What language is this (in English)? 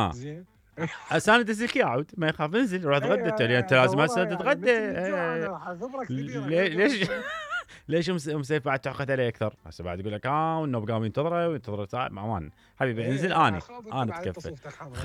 Mesopotamian Arabic